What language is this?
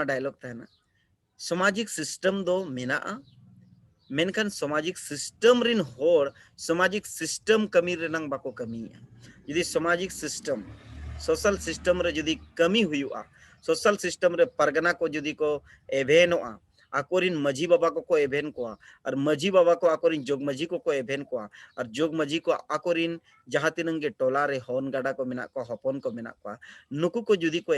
Santali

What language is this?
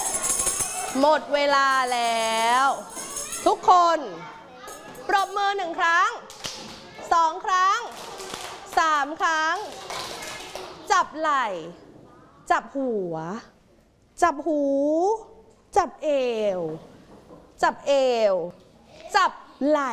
Thai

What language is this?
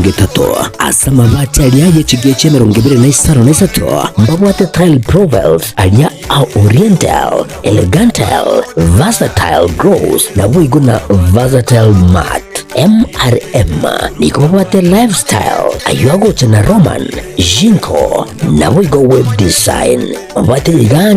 Gusii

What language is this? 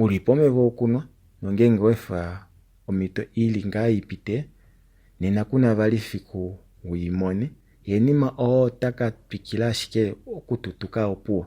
Kuanyama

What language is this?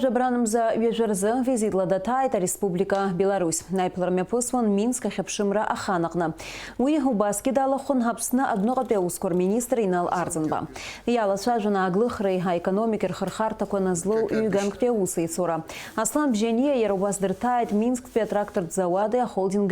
Abkhazian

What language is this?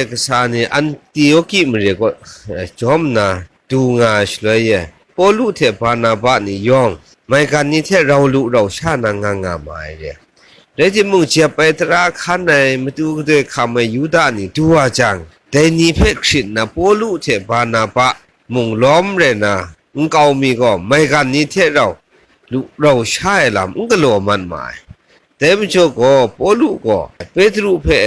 Kachin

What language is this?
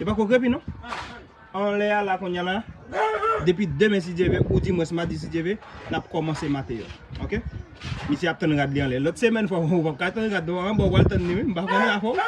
Haitian Creole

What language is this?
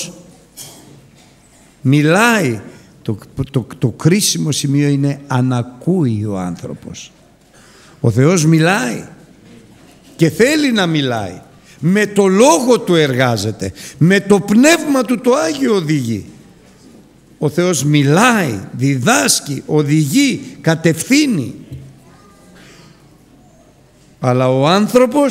Greek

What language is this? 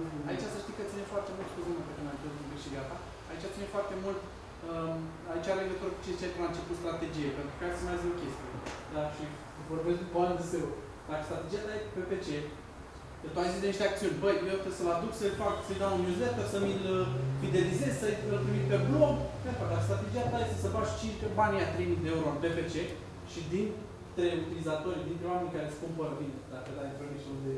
Romanian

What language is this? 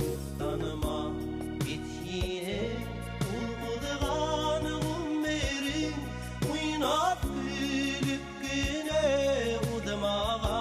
Bashkir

